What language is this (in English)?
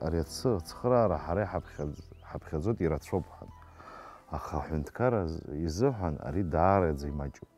Abkhazian